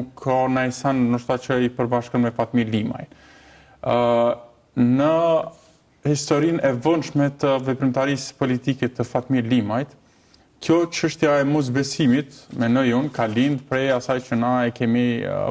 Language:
Albanian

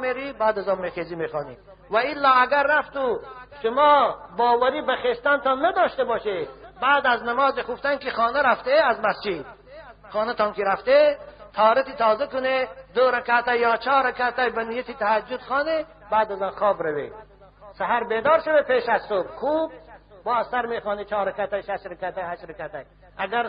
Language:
Tajik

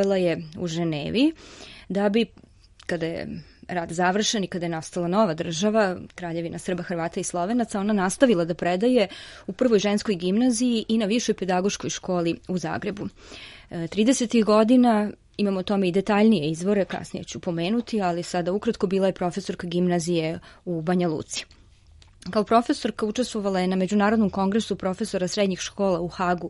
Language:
Serbian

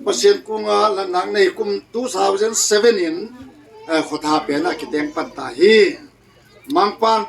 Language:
Tedim Chin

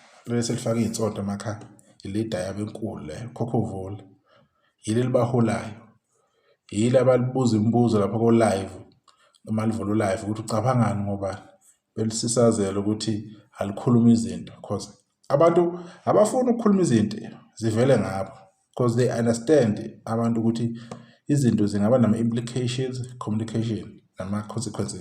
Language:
Zulu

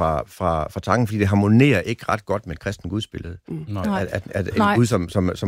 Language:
Danish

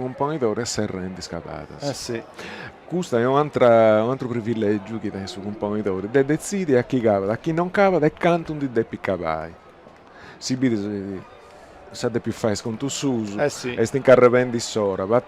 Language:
Sardinian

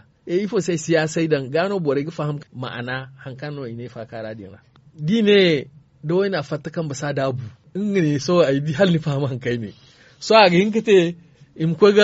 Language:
Zarma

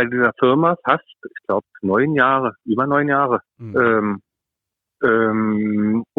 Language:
German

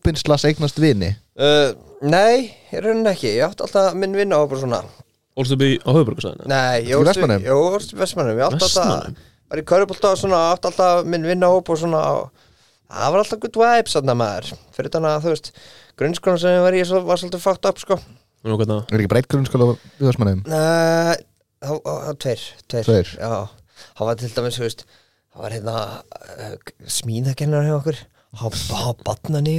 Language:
Icelandic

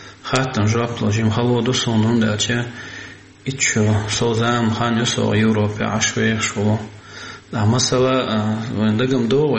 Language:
Chechen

